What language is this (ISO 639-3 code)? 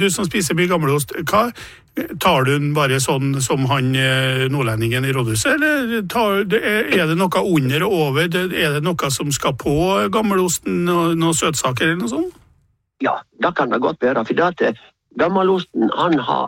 nor